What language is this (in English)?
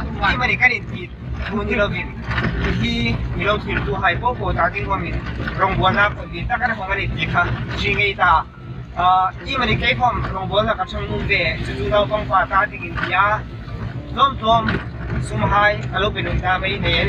Hmar